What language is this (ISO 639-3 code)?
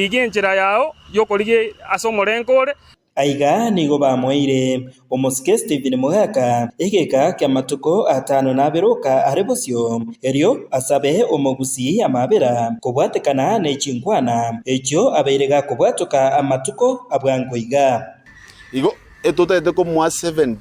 guz